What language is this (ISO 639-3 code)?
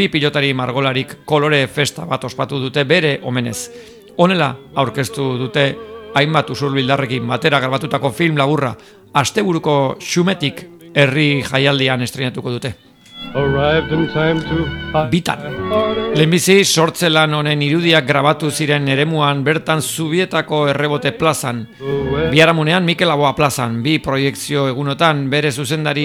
eus